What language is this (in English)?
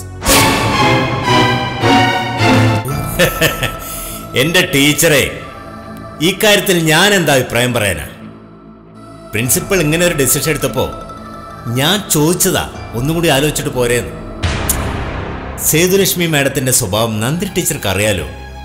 Malayalam